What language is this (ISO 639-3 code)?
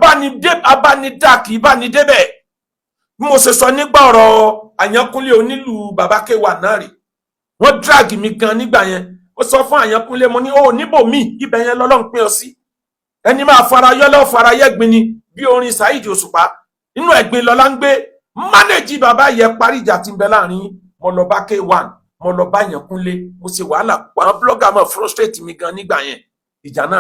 yor